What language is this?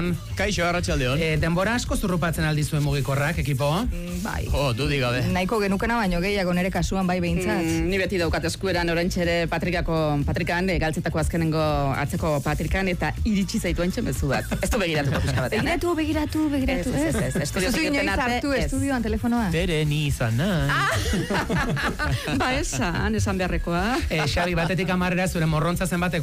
Basque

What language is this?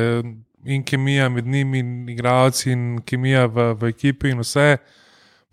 Slovenian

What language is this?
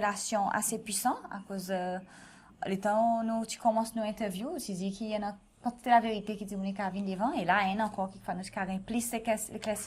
Seselwa Creole French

